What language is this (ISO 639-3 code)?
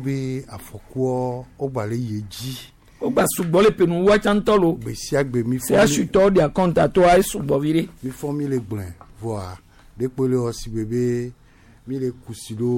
gej